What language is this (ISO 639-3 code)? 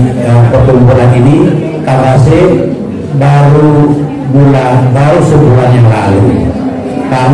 akb